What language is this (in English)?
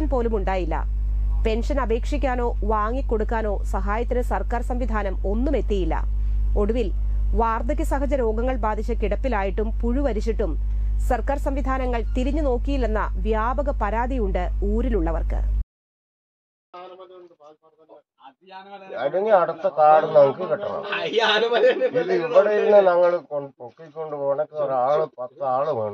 Malayalam